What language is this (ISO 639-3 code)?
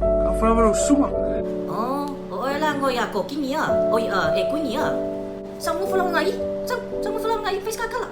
smo